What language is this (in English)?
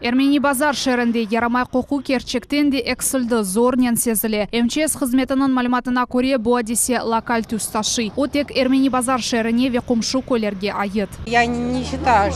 Crimean Tatar